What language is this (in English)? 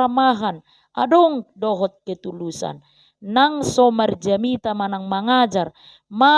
Batak Toba